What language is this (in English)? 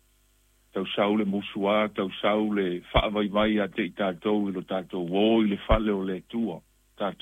Samoan